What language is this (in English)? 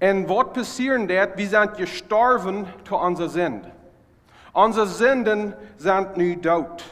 Plautdietsch